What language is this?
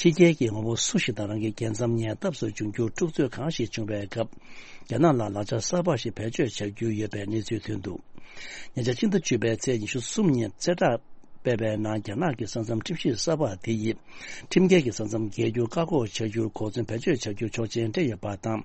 Tibetan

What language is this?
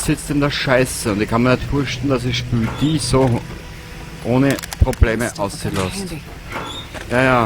Bavarian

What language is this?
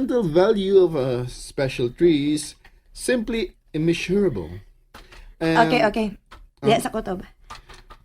Cebuano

